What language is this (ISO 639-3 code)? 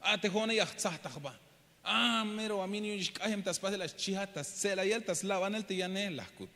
tzh